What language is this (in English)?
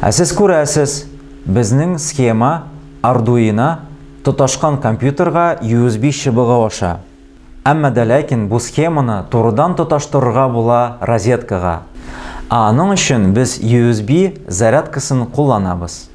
Tatar